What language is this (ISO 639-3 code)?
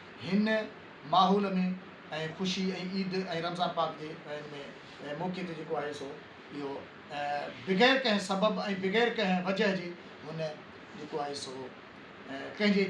snd